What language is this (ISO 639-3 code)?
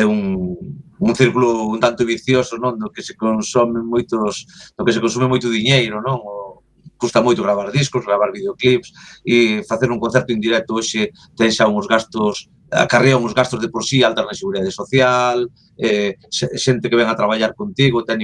glg